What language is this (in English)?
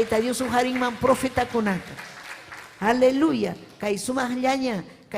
Ayacucho Quechua